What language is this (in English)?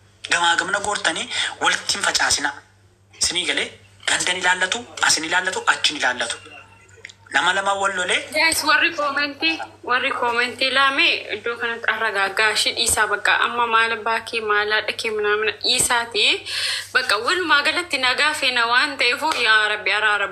Oromo